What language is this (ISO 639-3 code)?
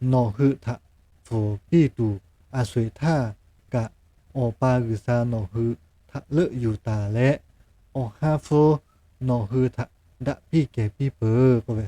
lhu